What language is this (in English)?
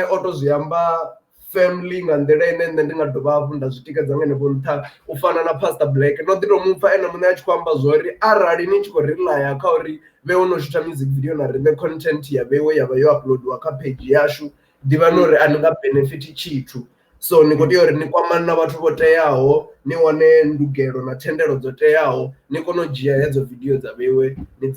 Venda